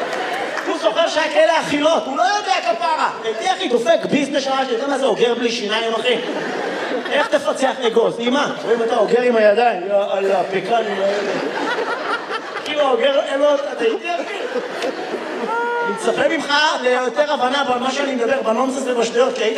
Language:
Hebrew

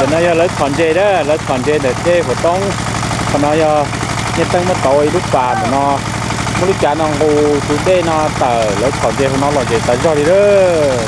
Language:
Hmong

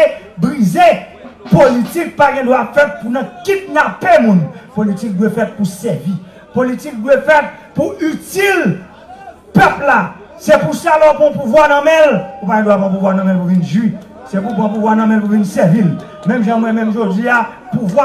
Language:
Haitian Creole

